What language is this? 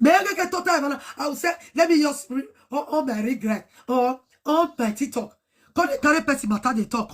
Nigerian Pidgin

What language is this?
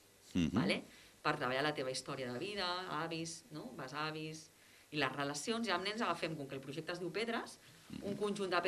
Catalan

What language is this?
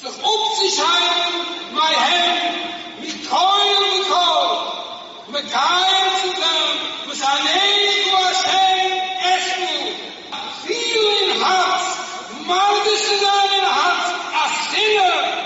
Yiddish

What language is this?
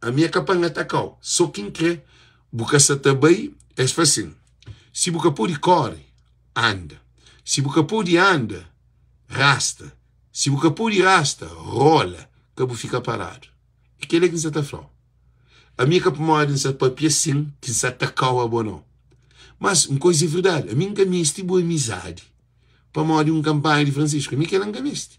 Kabuverdianu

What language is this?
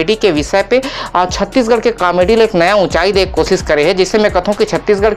Chhattisgarhi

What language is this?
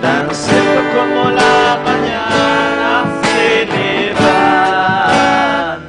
Aymara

